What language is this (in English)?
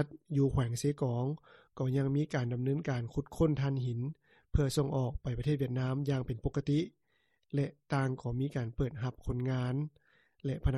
Lao